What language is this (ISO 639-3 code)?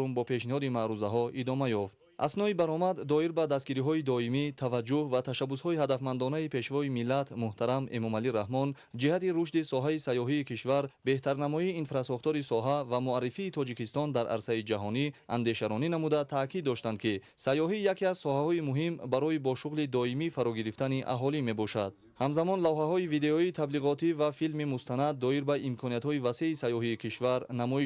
tgk